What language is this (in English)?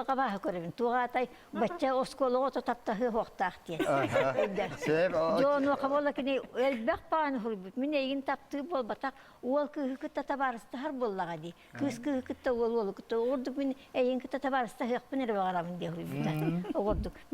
Yakut